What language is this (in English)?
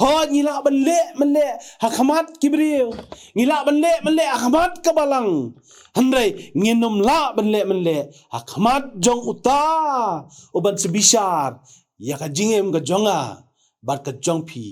Khasi